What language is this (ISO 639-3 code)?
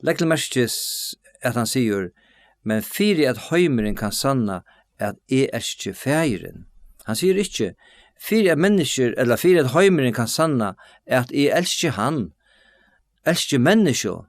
fao